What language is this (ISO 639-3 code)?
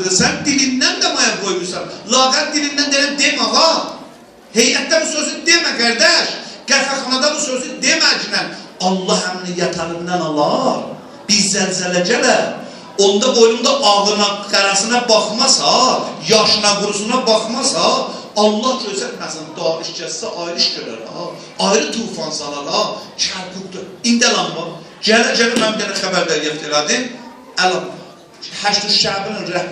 azb